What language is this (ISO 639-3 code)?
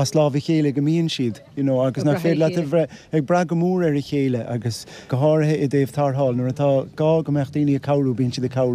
gle